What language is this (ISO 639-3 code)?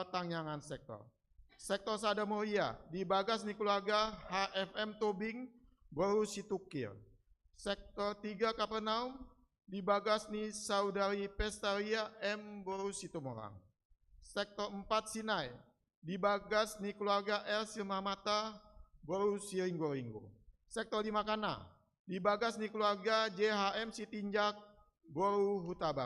bbc